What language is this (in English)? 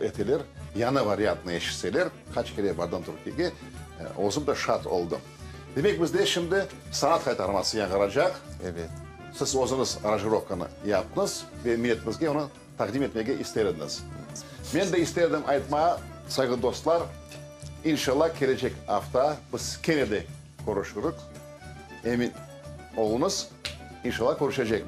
Crimean Tatar